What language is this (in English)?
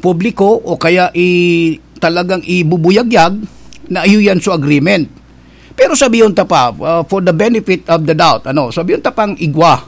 Bikol